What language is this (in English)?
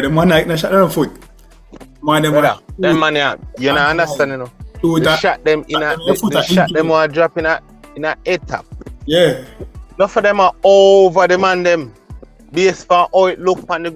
Jamaican Creole English